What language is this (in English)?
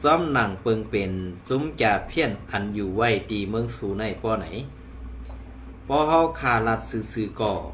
Shan